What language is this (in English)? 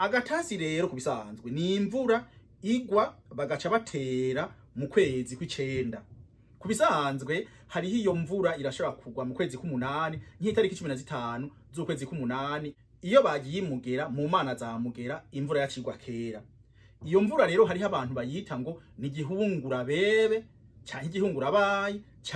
Rundi